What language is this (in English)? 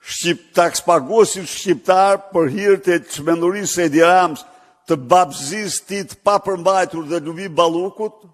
Albanian